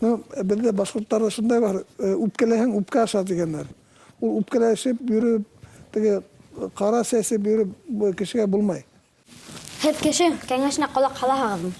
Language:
Bashkir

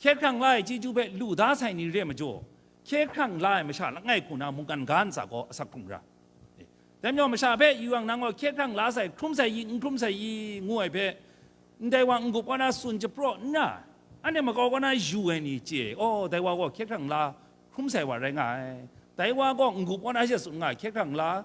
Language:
Kachin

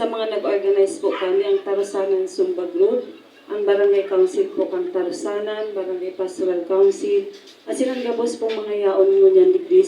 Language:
Bikol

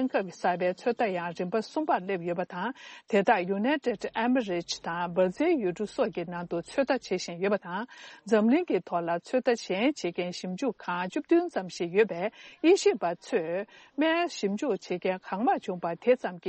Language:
Tibetan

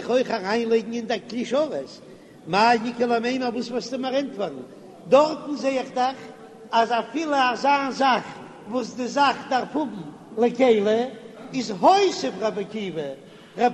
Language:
Yiddish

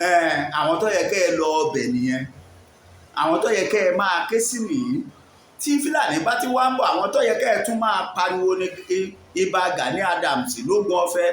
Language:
Yoruba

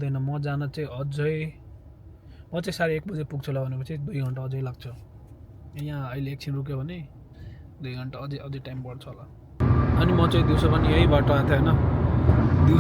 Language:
Nepali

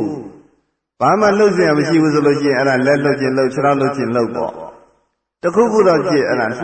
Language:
Burmese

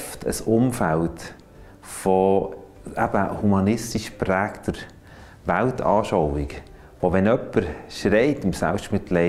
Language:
Swiss German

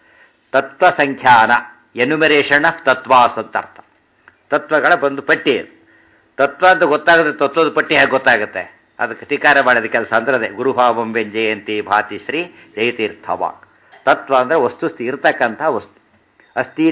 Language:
Kannada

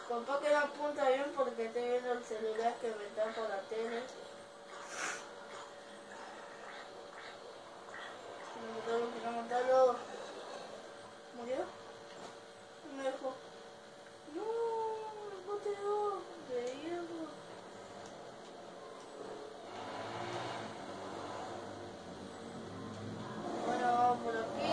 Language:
Spanish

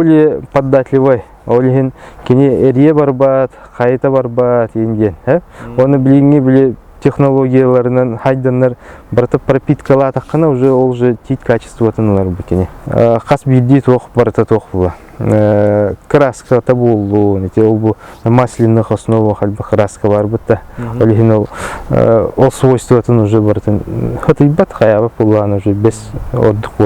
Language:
Yakut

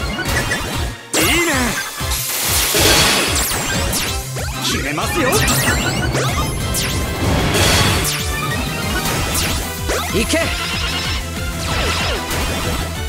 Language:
Japanese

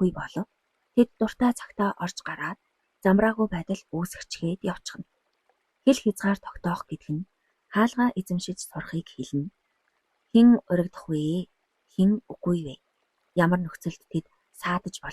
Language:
Mongolian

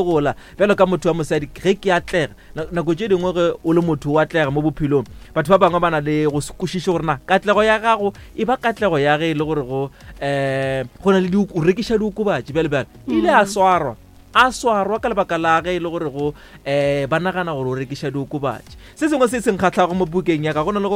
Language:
Northern Sotho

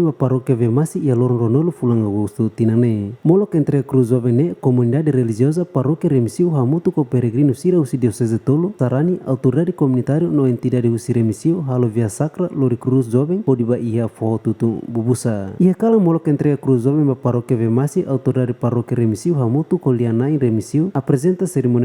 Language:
Tetum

